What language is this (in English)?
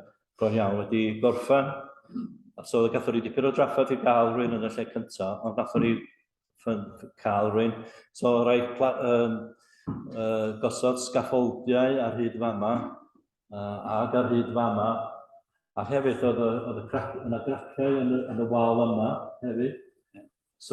Welsh